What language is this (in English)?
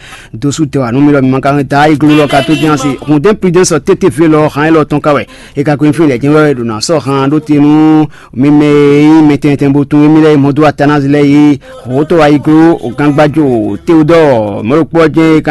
Fon